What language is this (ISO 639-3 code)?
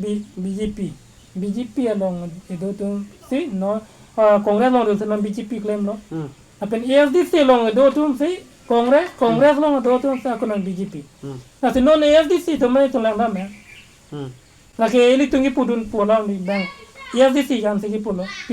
mjw